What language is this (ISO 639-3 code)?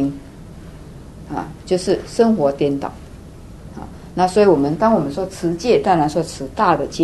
zho